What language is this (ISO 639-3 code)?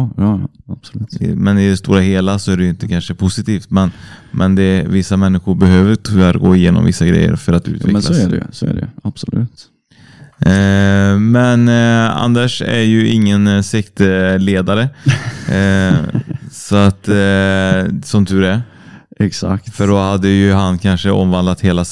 swe